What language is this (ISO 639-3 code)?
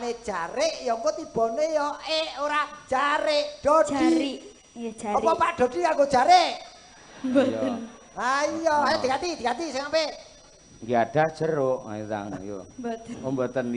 jav